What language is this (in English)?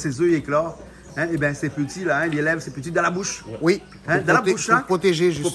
Réunion Creole French